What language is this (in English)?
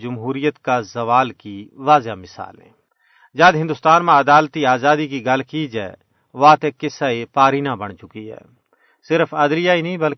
Gujari